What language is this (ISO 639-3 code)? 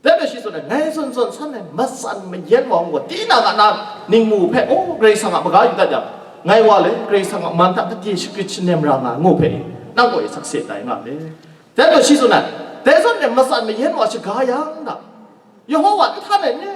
kac